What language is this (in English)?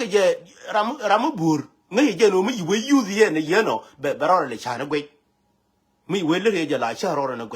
Nuer